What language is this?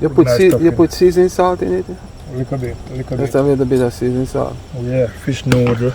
Jamaican Creole English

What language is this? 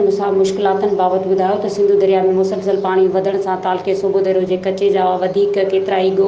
Sindhi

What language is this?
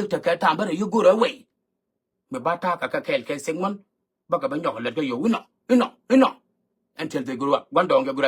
Nuer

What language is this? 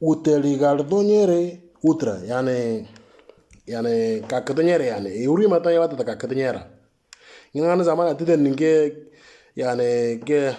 Moro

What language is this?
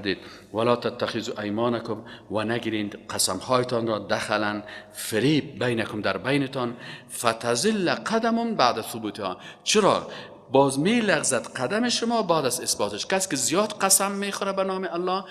Persian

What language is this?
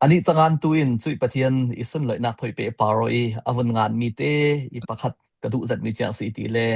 Falam Chin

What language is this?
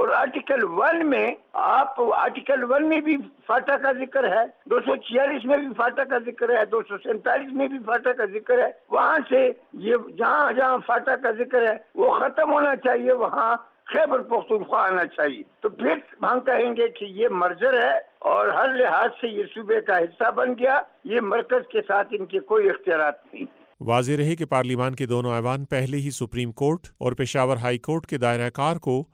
Urdu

